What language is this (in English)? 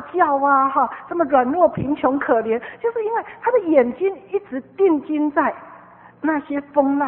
Chinese